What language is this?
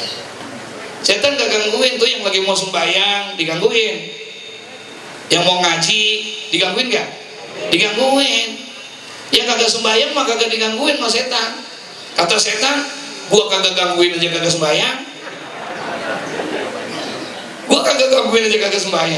Indonesian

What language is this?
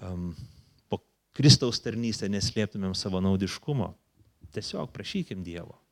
Lithuanian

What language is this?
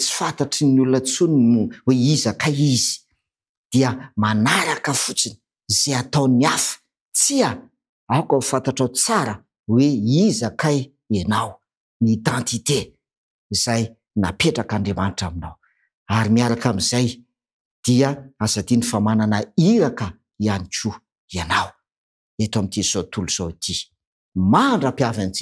Malagasy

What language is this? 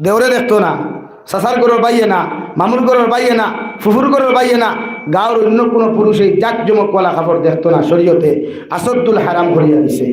Sylheti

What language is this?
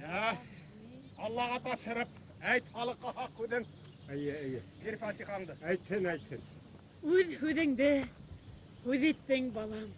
Bashkir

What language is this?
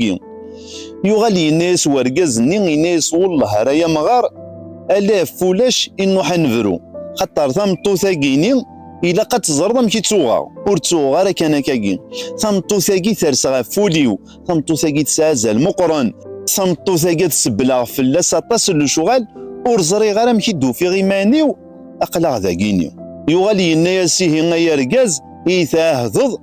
Kabyle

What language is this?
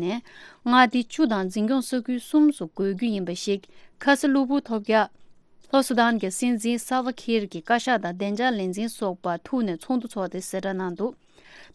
Tibetan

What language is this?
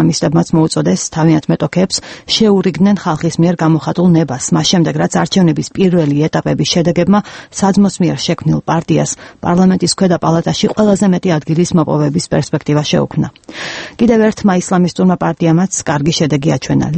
Georgian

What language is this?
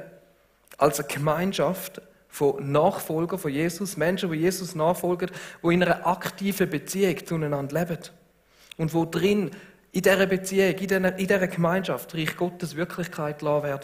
Swiss German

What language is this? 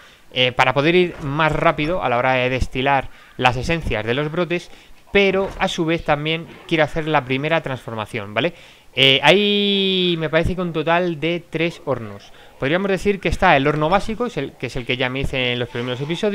Spanish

